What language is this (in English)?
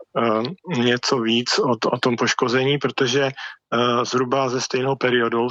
Czech